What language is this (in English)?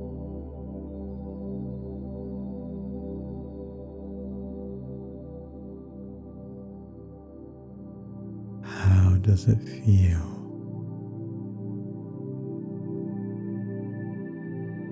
English